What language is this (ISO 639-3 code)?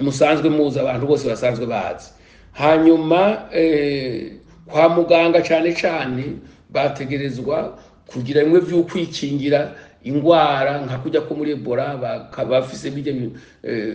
run